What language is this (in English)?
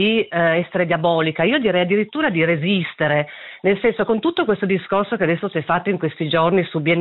Italian